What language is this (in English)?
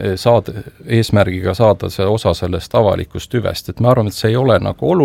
Estonian